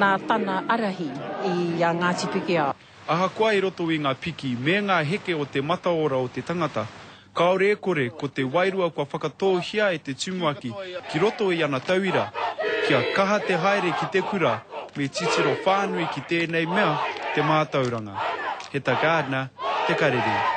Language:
Māori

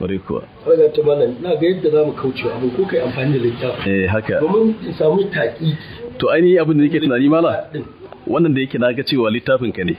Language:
Hausa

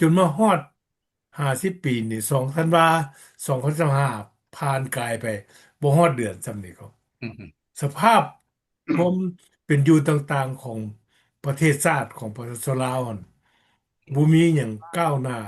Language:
Lao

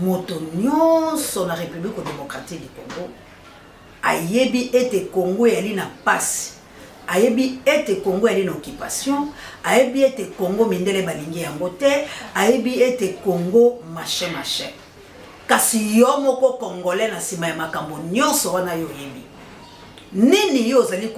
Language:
Lingala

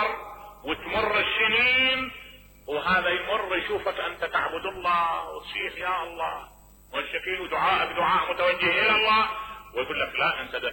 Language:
Mesopotamian Arabic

